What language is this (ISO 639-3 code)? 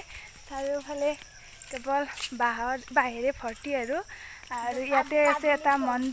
asm